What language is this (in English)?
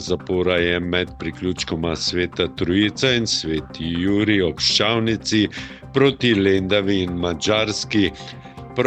Slovenian